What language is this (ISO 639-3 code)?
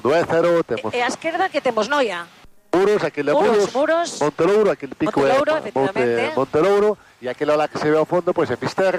glg